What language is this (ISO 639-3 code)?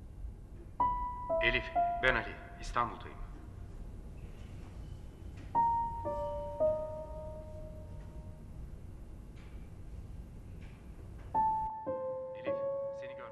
tur